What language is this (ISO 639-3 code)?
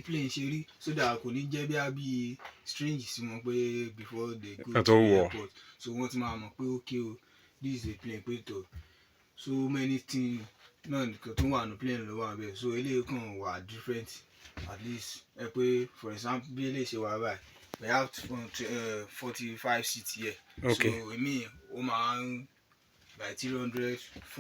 yor